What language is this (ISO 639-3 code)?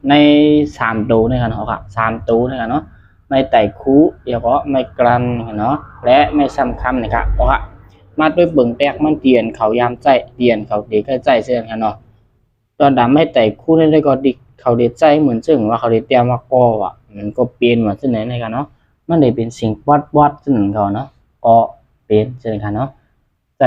shn